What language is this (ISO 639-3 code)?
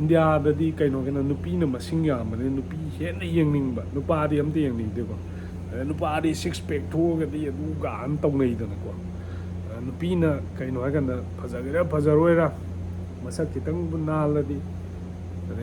mni